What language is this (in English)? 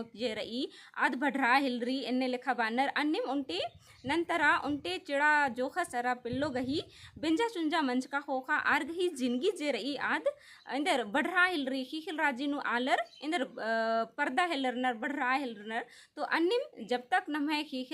Kurukh